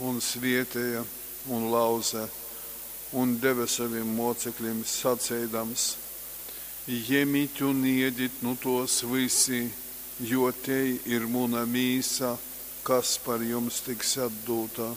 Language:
Latgalian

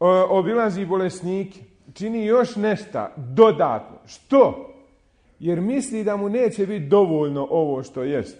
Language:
Bosnian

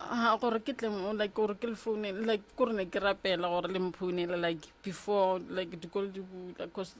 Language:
Northern Sotho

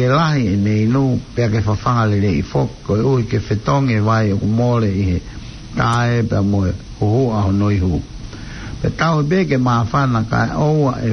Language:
Tongan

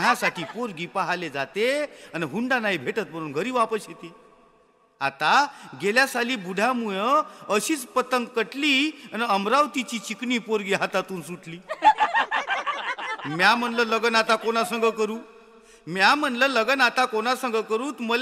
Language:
Marathi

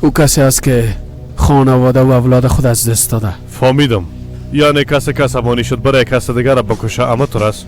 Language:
Persian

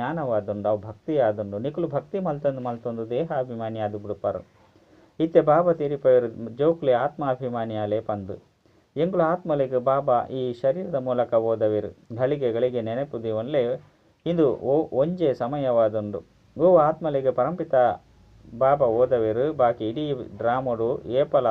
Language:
Tulu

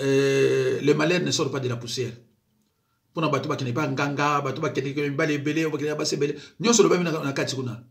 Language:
Lingala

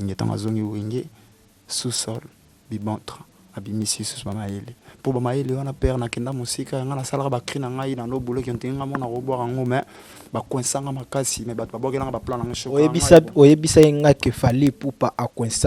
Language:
Lingala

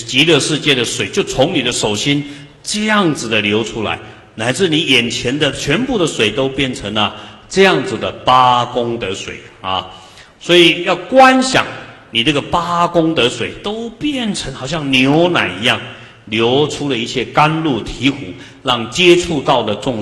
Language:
Chinese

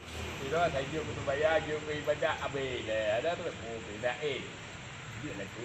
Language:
Achinese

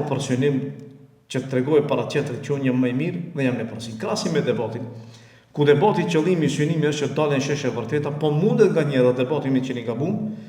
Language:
Albanian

